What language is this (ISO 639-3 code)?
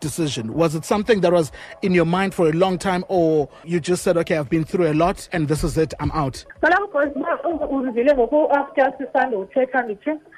xho